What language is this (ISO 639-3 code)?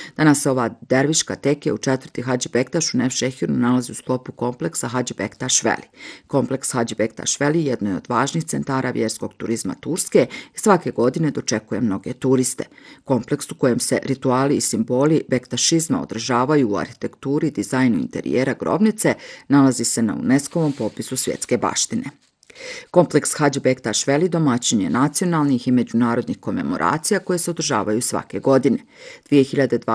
bos